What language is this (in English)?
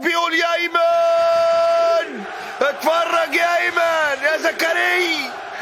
Egyptian Arabic